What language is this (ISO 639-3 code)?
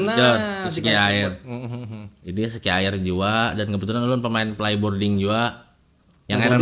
bjn